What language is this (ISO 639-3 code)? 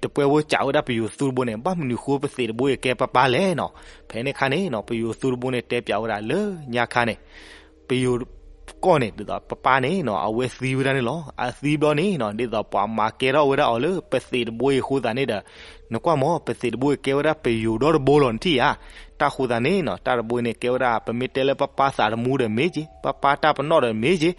ksw